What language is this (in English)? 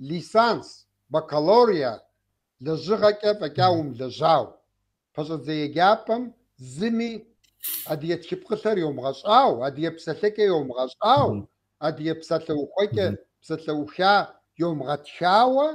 Kabardian